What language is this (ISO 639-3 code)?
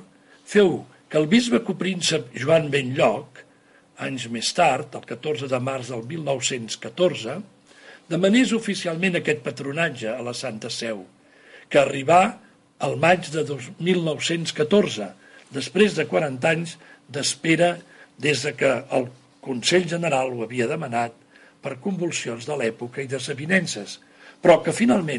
cat